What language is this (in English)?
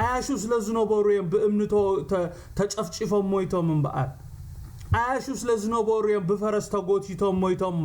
Tigrinya